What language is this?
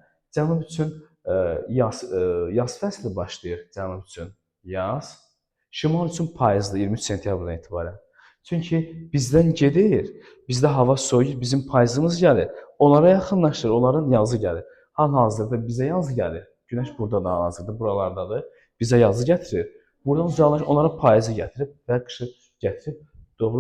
Azerbaijani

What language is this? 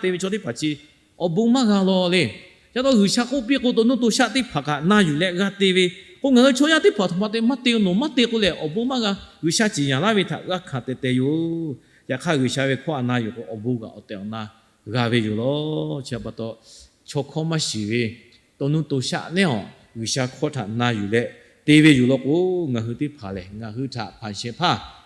Lahu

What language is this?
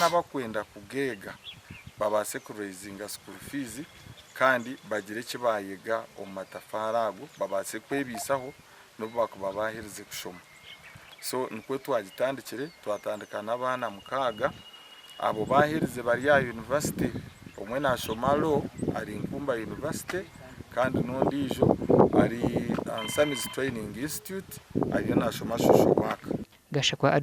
Nyankole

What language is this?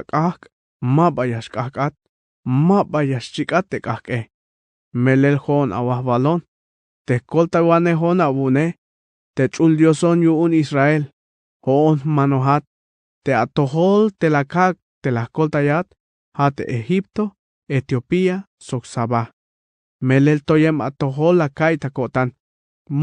Tzeltal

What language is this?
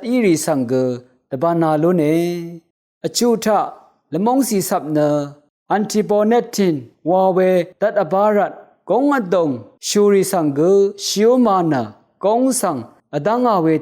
Rawang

